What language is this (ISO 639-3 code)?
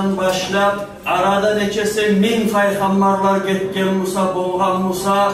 kum